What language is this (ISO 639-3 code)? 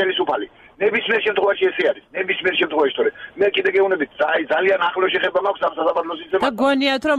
kat